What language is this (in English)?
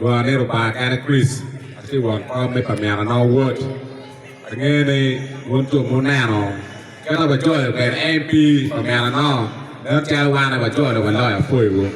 Acoli